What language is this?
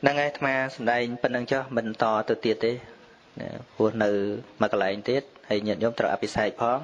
Khmer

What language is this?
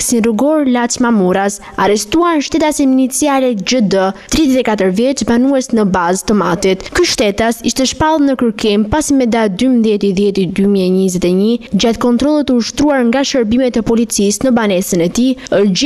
Albanian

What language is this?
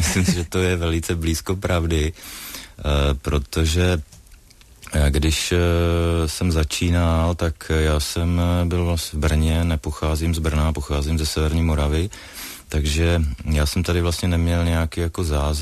Czech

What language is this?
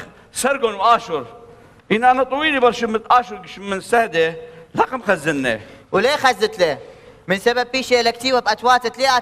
Assyrian Neo-Aramaic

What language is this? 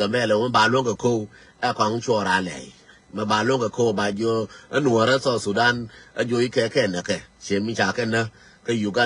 Nuer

